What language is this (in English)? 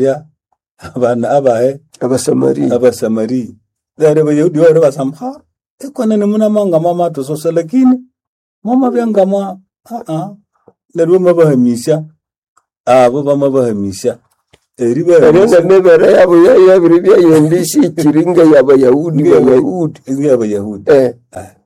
Nande